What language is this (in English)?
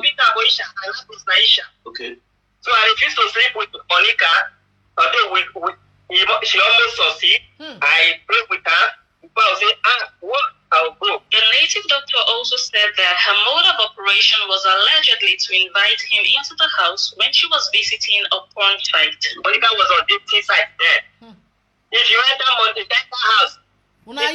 Nigerian Pidgin